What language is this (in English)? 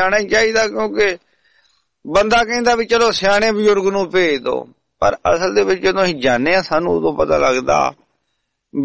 Punjabi